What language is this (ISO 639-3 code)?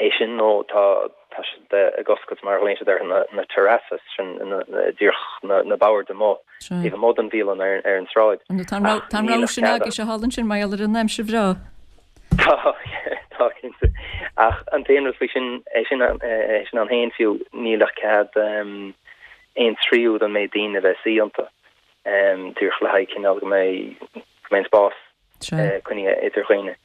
gle